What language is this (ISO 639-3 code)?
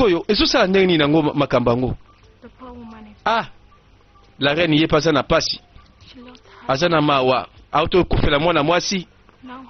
lin